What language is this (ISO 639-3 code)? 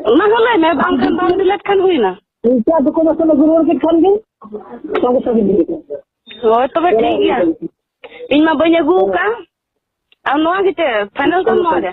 sat